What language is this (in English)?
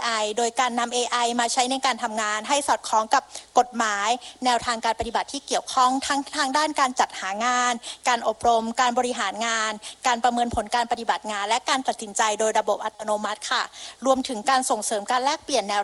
Thai